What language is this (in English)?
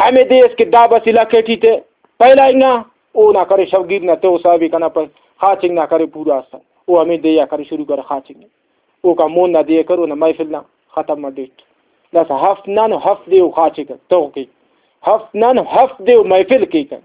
Brahui